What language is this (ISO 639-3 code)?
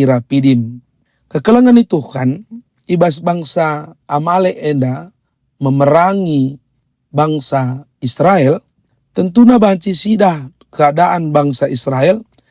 btx